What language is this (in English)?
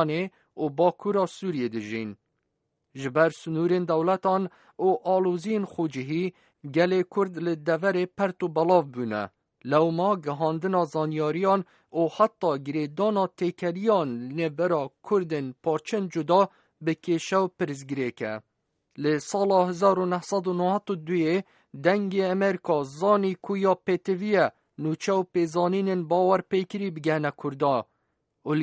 Kurdish